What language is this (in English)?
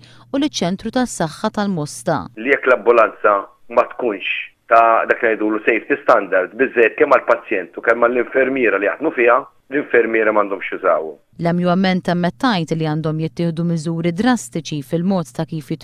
Maltese